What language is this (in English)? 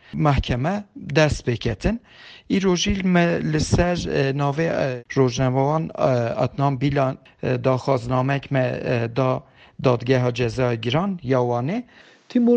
Kurdish